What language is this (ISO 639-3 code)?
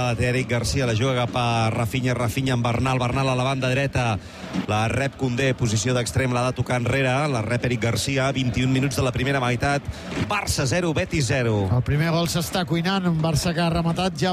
cat